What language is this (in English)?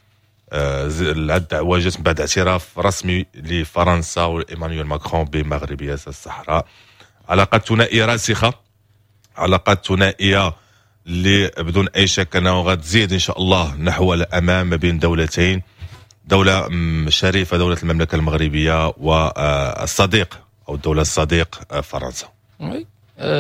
Moroccan Arabic